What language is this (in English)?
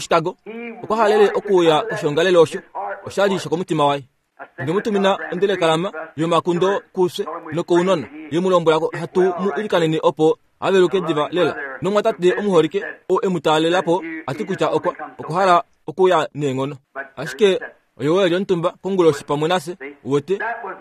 Kuanyama